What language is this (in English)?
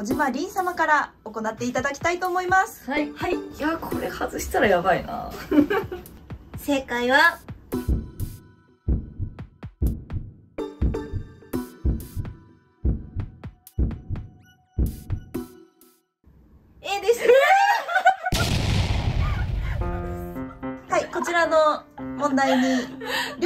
Japanese